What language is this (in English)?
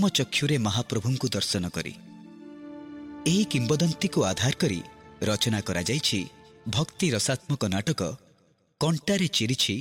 Odia